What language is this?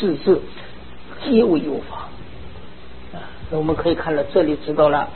Chinese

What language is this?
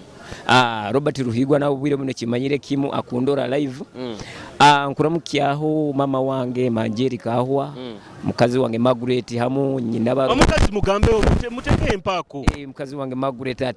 Nyoro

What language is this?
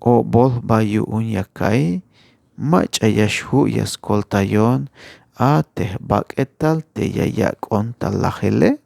Tzeltal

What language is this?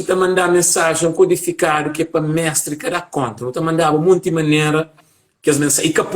Kabuverdianu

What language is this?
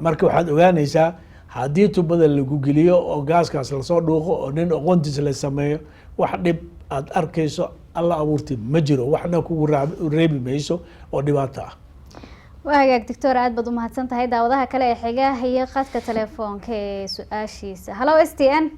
Somali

